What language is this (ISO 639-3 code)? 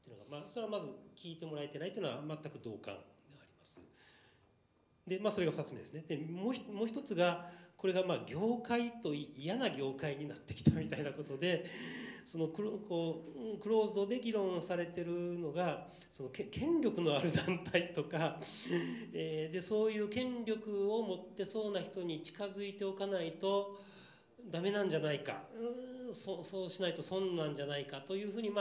jpn